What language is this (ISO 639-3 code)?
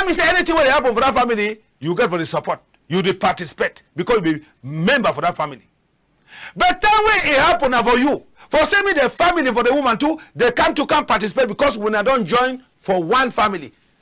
wes